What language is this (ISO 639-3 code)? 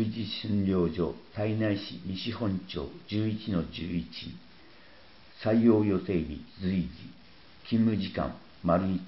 jpn